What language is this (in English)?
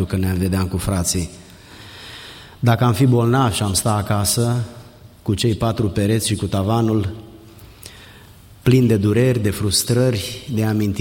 Romanian